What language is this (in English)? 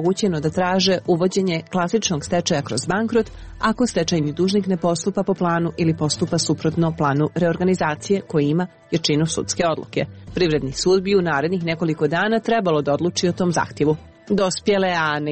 Serbian